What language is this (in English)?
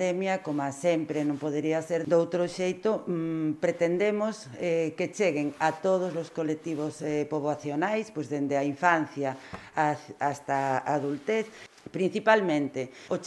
Galician